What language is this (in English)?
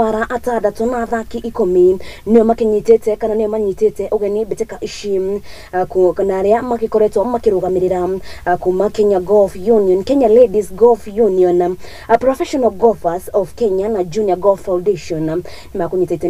Kikuyu